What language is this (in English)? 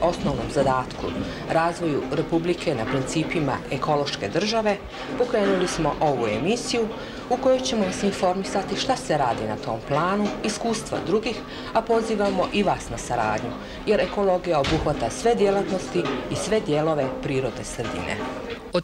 Croatian